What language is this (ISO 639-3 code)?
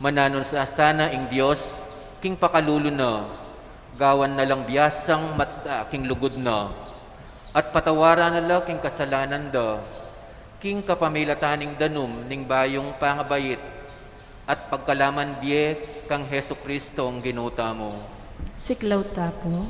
pam